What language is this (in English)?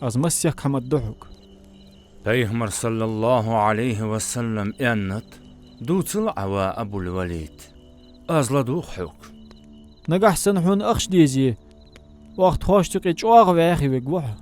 Ingush